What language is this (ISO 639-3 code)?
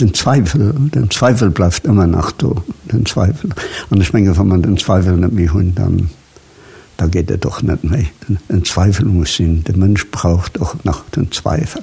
ltz